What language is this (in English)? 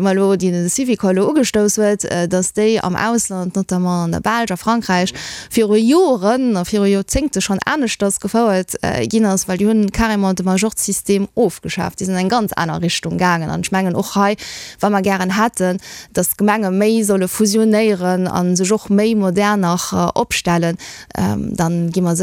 Luxembourgish